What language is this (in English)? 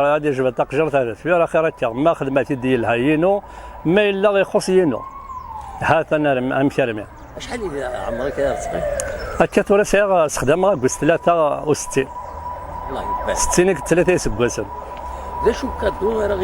Kabyle